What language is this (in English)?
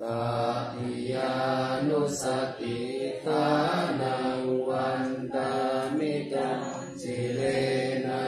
Pali